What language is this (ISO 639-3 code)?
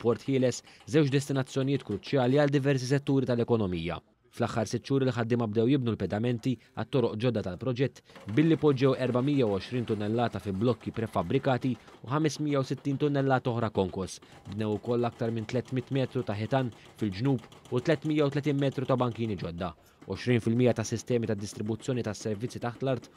mlt